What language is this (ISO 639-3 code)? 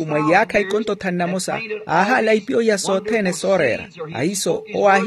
vmw